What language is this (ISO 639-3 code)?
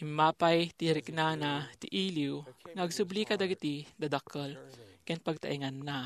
ilo